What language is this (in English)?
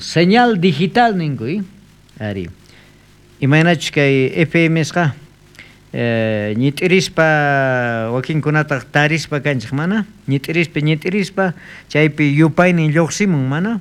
South Bolivian Quechua